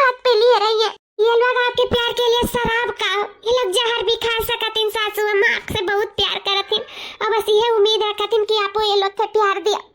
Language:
Awadhi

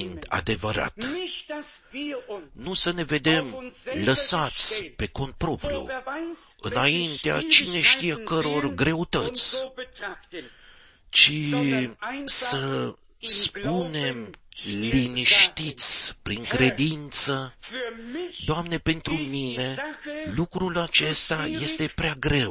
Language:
Romanian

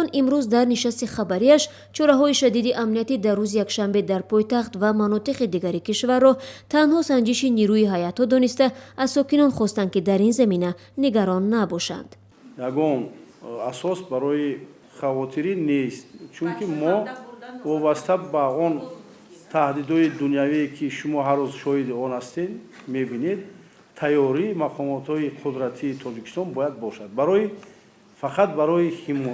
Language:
Tajik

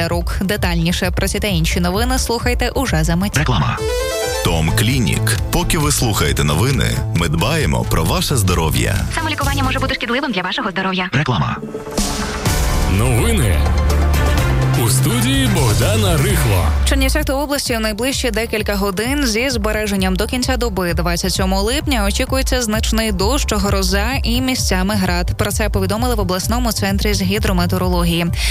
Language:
Ukrainian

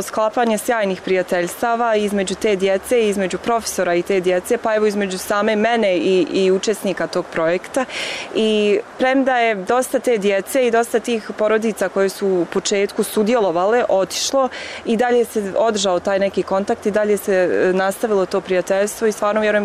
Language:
Bosnian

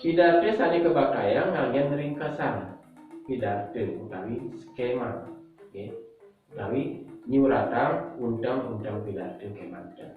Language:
Balinese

